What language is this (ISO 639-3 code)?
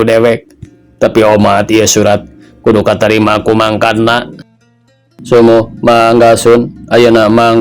sun